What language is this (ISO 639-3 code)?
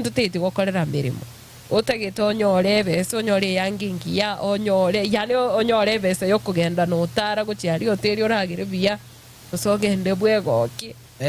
guz